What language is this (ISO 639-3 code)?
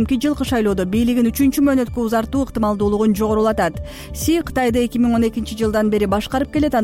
kir